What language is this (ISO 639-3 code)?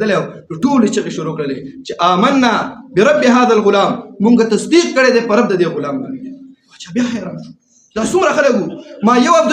pus